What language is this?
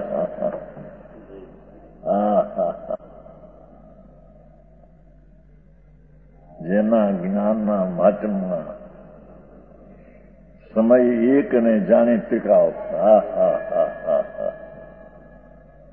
Gujarati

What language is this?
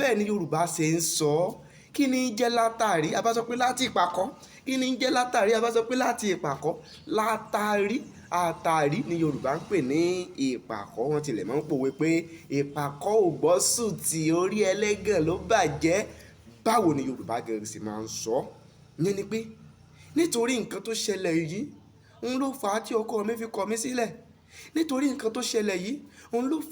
Yoruba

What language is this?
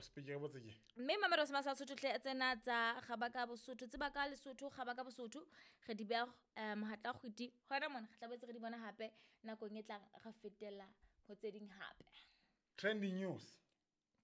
Southern Sotho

